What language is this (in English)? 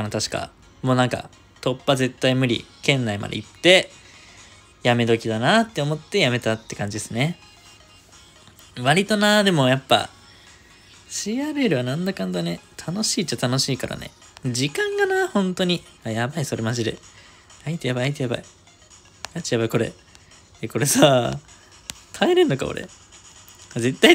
Japanese